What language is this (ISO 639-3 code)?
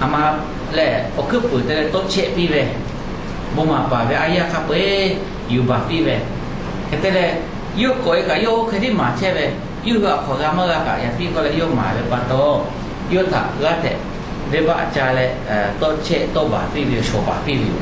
lhu